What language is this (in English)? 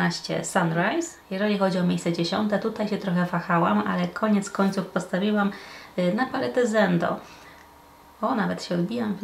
Polish